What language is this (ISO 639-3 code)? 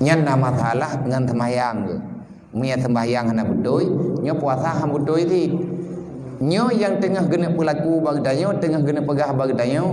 ace